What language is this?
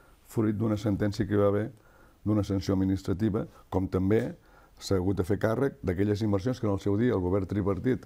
Catalan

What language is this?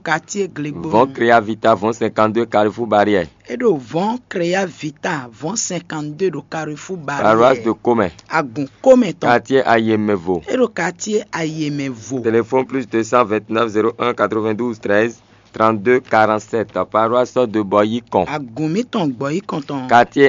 Fon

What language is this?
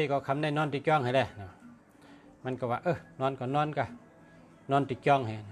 Shan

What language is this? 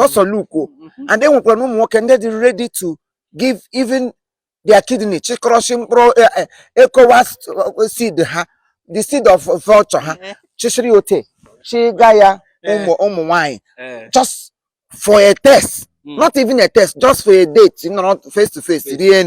Igbo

